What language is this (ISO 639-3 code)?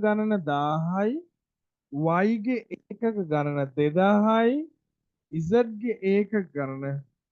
sin